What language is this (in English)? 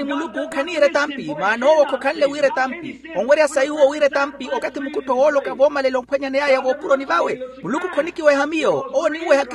Makhuwa